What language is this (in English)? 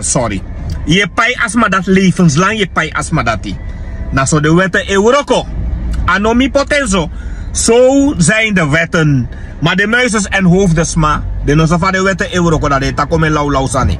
Sranan Tongo